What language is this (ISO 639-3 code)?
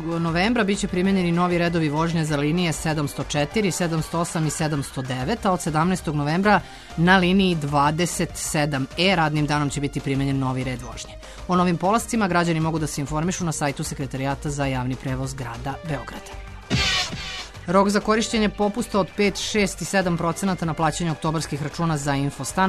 srp